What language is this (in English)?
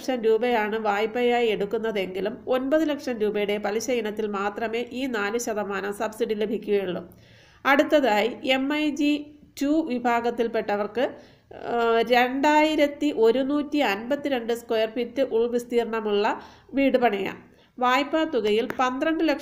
Malayalam